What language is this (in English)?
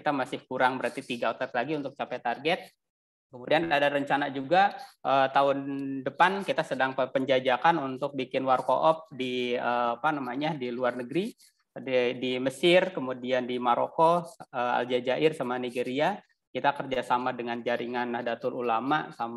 Indonesian